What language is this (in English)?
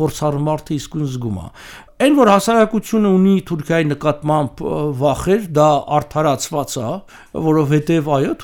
Armenian